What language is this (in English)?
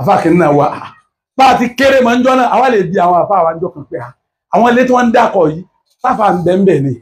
Yoruba